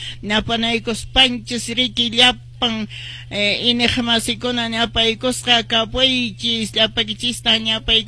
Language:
Quechua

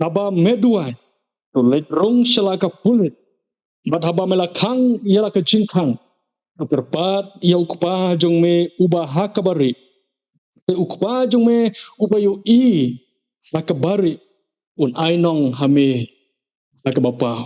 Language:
Khasi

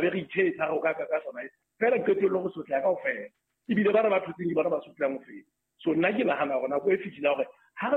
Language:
Southern Sotho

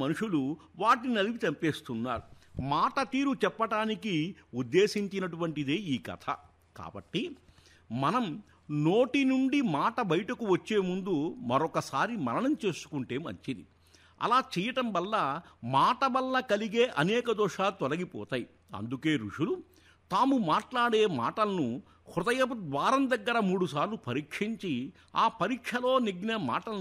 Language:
Telugu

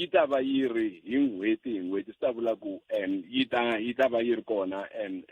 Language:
Tsonga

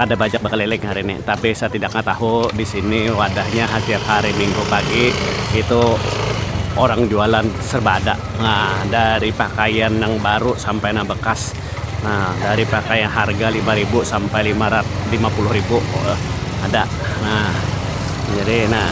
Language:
Banjar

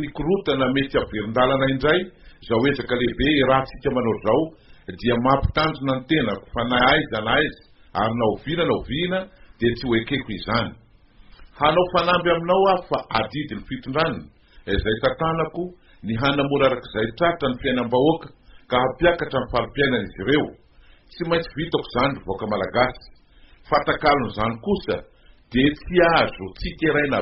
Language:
Malagasy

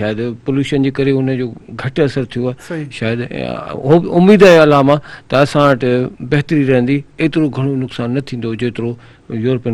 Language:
Sindhi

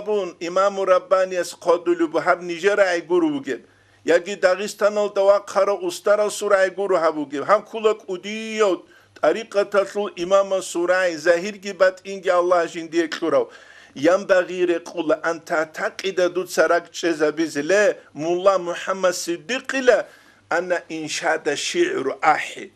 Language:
Avaric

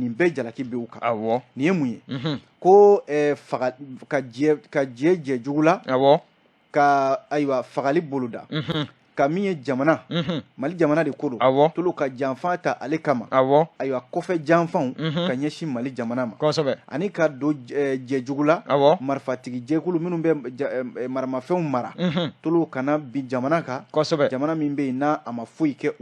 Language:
Bambara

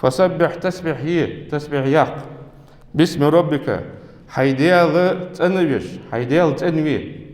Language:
Ingush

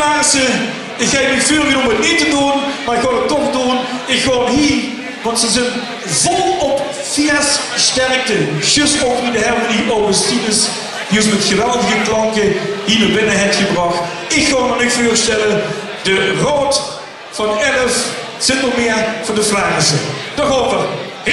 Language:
Limburgish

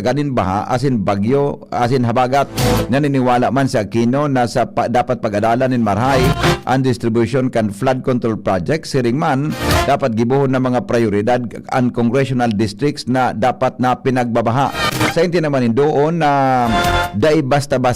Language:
Bikol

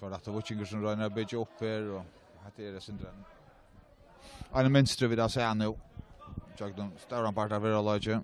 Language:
Faroese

